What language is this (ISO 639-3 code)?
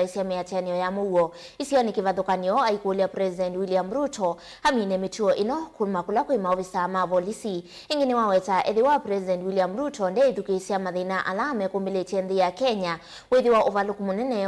kam